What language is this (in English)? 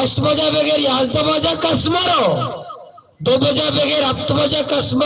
Baluchi